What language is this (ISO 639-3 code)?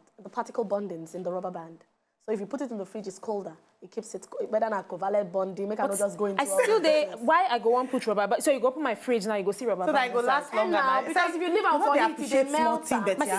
pcm